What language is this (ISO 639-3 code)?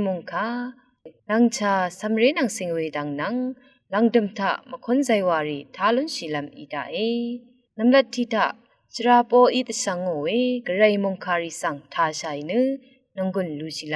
raw